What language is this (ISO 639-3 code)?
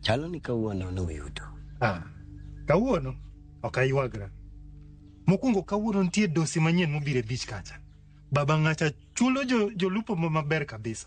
luo